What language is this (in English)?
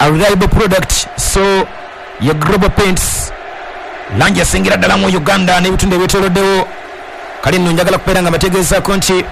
Ganda